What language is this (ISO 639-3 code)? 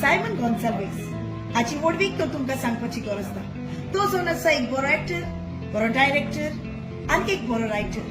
kok